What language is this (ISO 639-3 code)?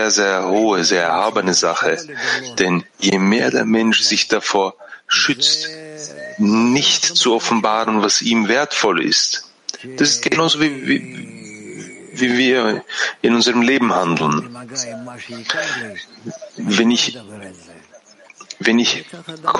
deu